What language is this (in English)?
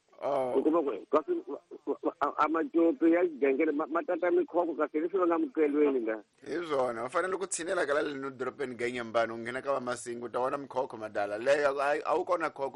Tsonga